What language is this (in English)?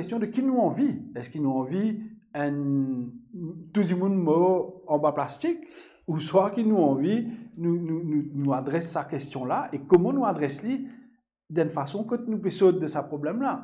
Morisyen